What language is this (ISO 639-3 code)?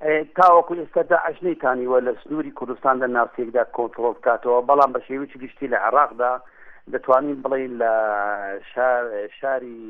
ckb